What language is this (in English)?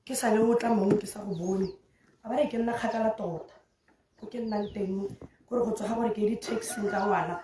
Tswana